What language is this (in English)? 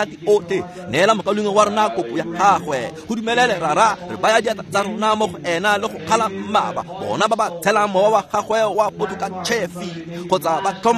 Tswana